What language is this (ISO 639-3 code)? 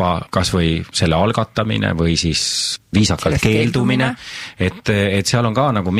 est